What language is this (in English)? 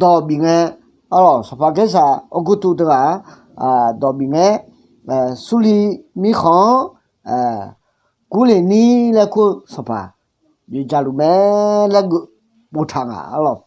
Akha